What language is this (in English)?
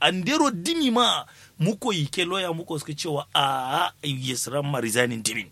Kanuri